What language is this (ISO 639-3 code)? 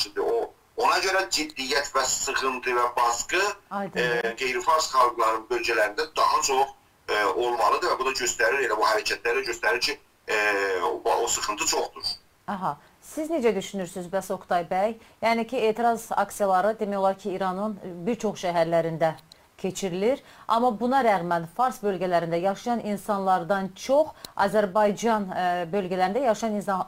azb